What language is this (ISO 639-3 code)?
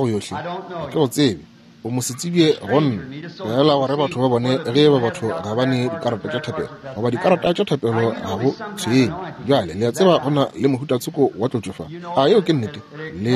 nso